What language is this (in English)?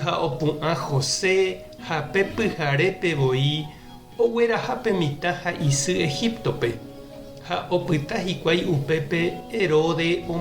Guarani